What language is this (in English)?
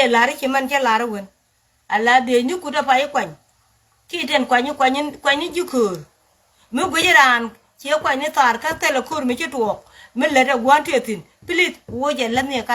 Nuer